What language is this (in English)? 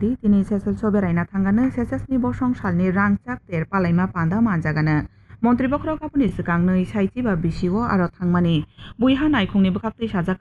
Kok Borok